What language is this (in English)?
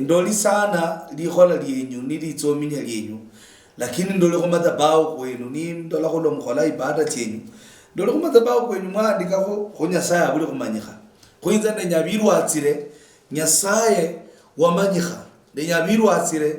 Luyia